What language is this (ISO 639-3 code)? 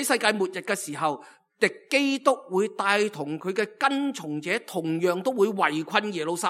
yue